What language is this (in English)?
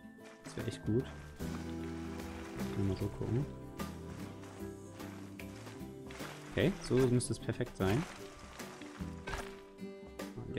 German